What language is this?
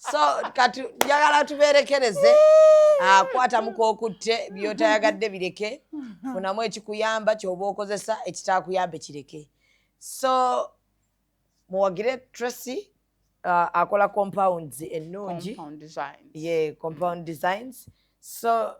Ganda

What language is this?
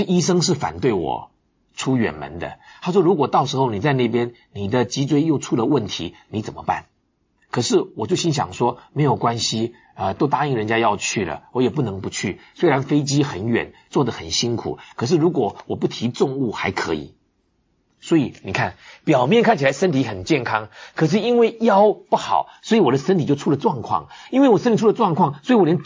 Chinese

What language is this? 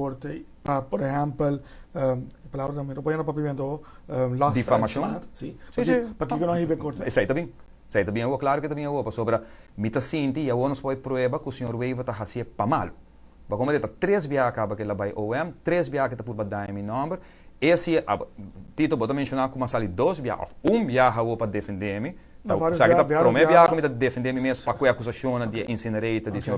Papiamento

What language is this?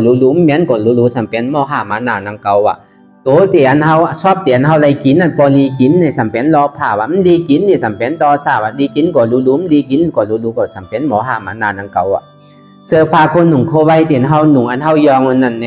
Shan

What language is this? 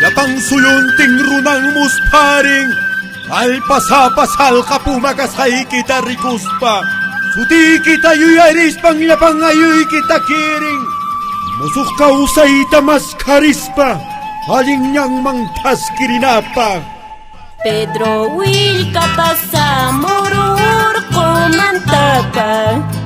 Quechua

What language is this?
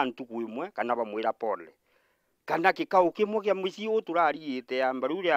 Meru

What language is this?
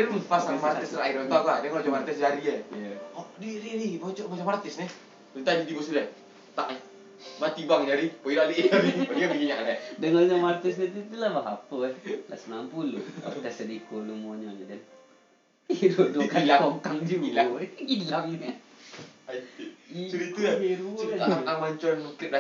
Minangkabau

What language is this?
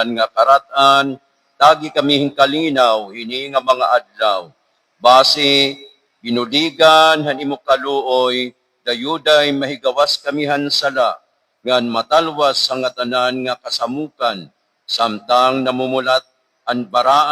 Waray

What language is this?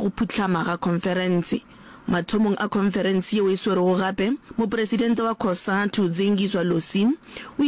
Northern Sotho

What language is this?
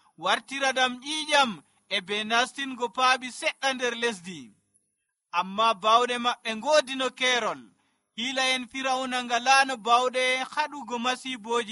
Nigerian Fulfulde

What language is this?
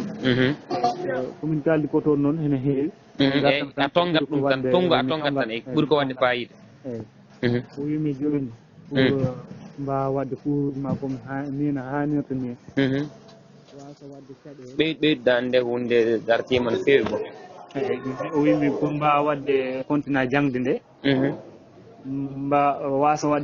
Fula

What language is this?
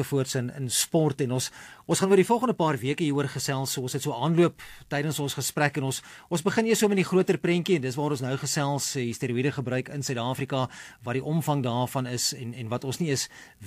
Afrikaans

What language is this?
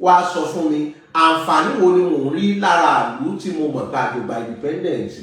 Yoruba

